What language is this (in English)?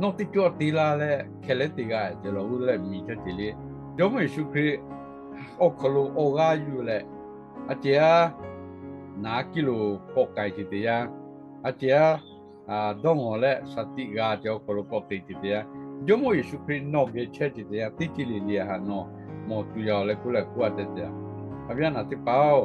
Lahu